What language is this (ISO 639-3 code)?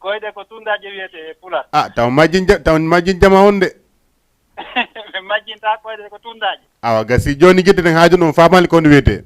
ful